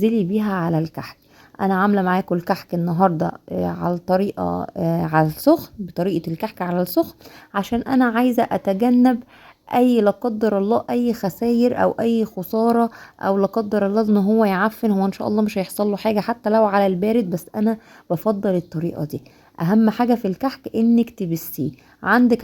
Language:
Egyptian Arabic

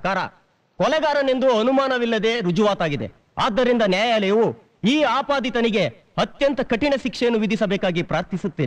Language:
Kannada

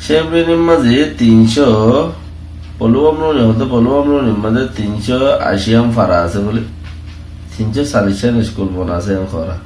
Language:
Rohingya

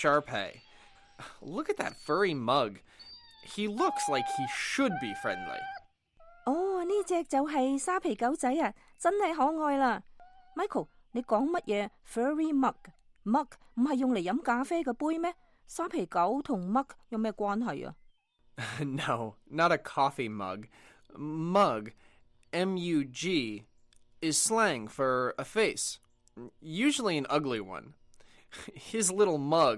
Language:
Cantonese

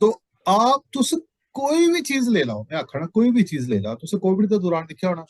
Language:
Dogri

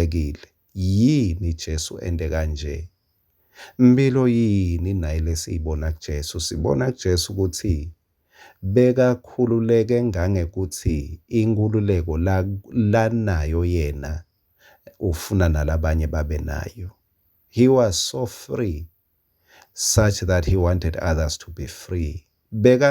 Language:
Swati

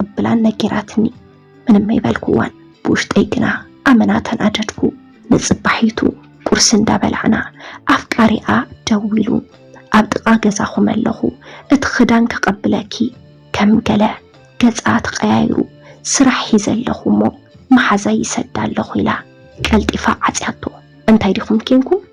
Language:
Tigrinya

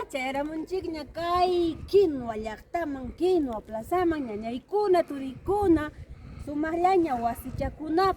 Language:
Ayacucho Quechua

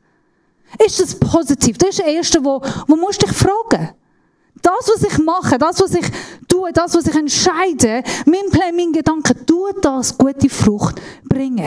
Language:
Swiss German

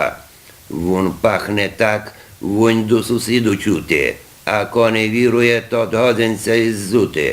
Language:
Rusyn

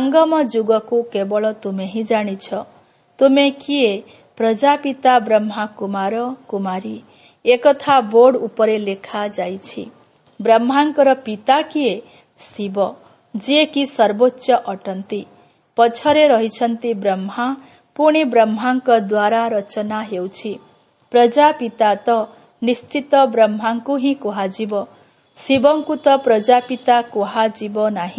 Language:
Odia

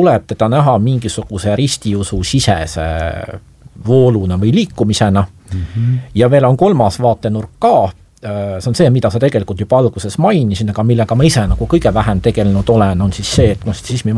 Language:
Estonian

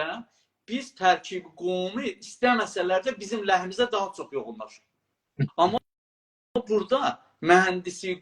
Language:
South Azerbaijani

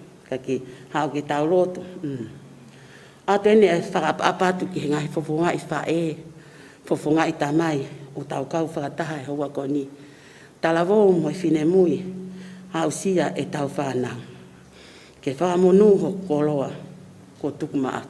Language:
Tongan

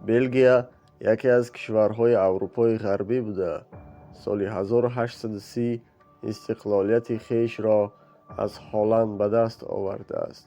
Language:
Tajik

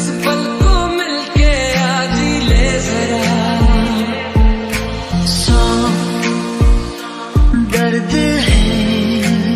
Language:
Hindi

